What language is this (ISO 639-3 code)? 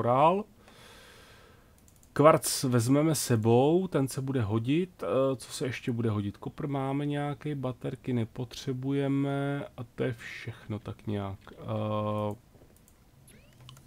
ces